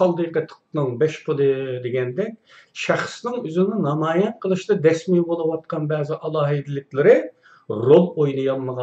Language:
Uyghur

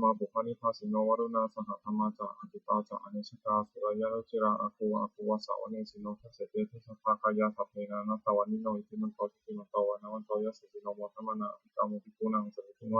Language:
Pali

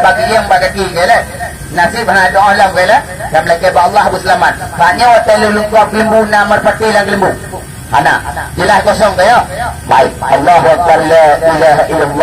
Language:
Achinese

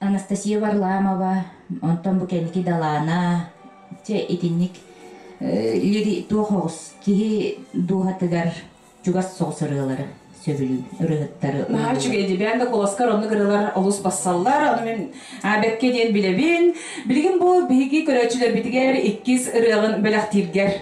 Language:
Yakut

